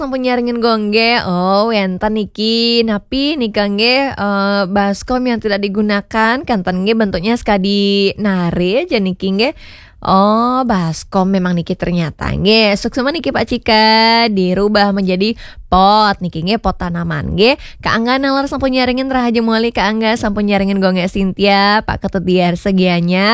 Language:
Balinese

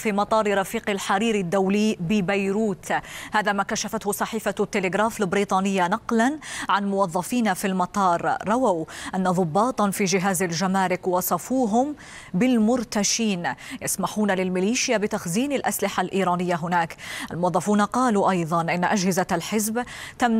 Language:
Arabic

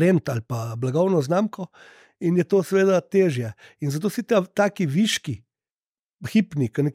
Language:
Slovenian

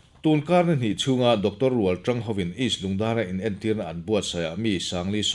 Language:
Mizo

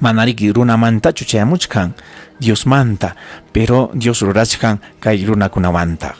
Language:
Ayacucho Quechua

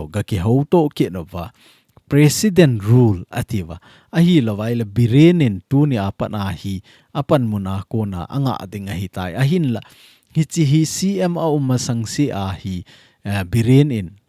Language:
Thado Chin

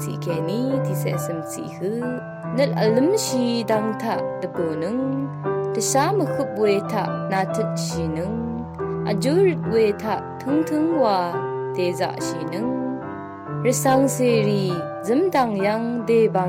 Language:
Rawang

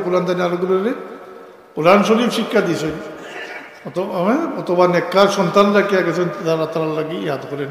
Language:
Sylheti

